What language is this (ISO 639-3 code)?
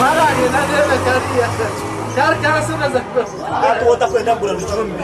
nyn